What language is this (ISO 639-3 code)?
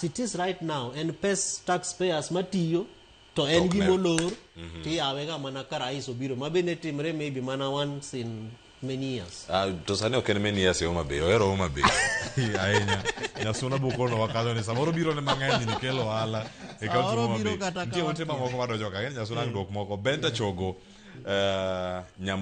luo